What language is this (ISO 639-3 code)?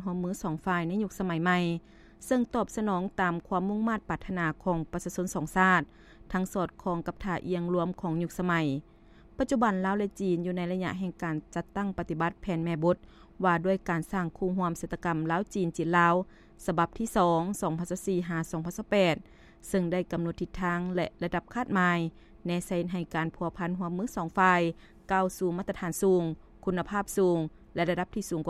lao